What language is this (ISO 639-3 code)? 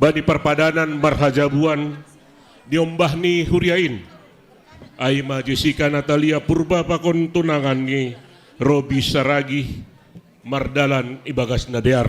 bts